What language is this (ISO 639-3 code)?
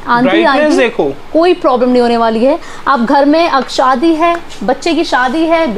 hin